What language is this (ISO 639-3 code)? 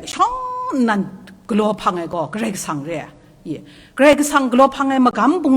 kac